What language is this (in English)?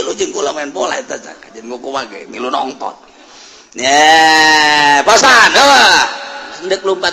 Sundanese